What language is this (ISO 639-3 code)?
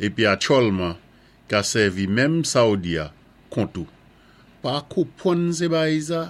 acf